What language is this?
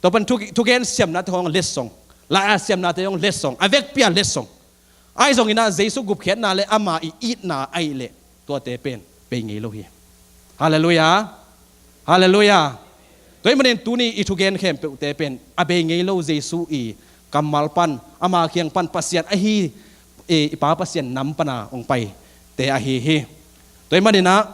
Tedim Chin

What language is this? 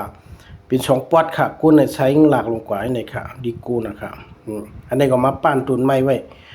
Shan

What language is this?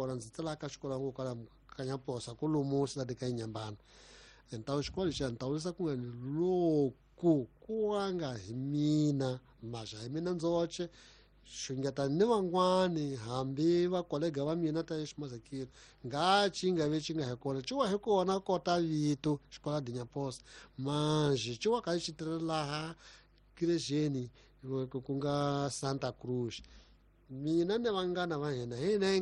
Tsonga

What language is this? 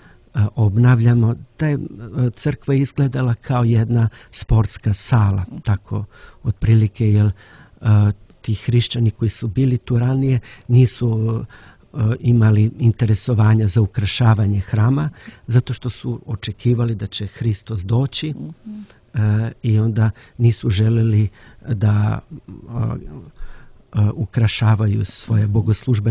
Serbian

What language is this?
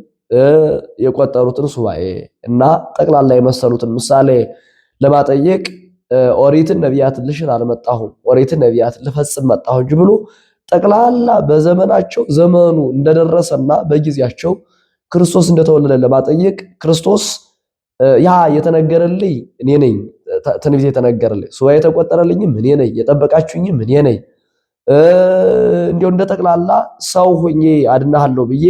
Amharic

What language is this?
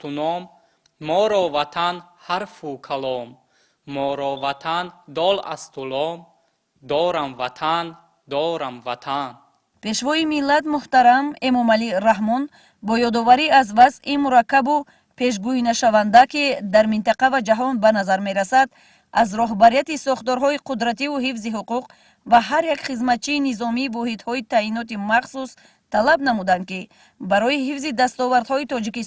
Tajik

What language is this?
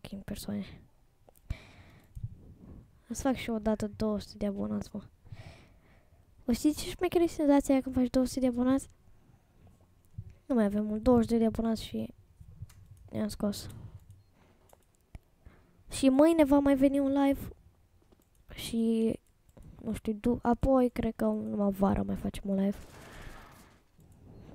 Romanian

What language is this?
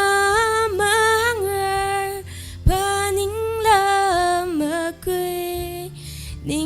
Tangkhul Naga (India)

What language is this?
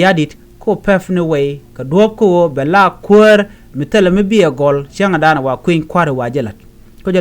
Nuer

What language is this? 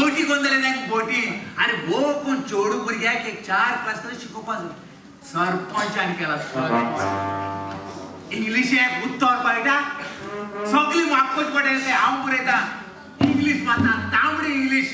Konkani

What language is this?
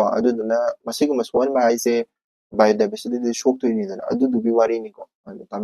Manipuri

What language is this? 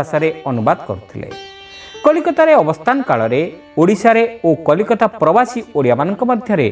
Odia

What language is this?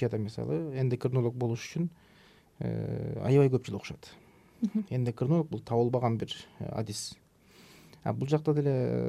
Kyrgyz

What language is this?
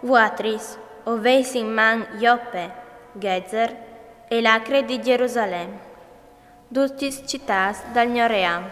Friulian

